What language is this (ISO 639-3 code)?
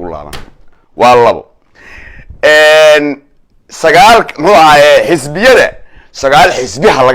som